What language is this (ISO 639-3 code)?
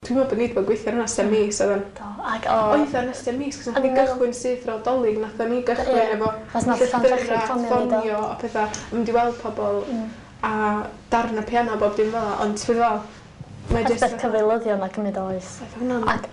cym